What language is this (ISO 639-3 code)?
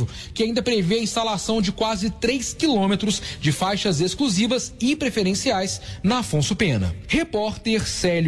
por